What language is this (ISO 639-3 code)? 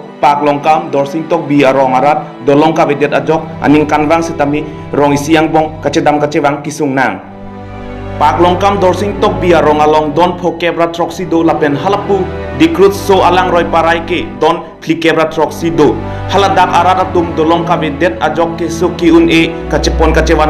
mjw